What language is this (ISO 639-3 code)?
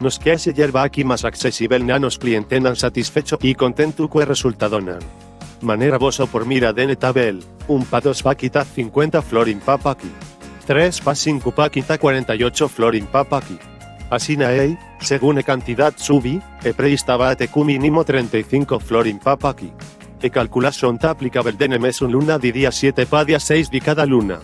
pap